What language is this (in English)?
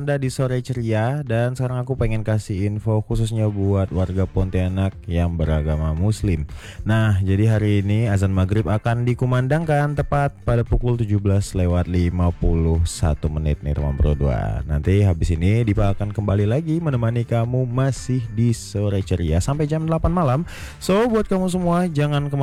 Indonesian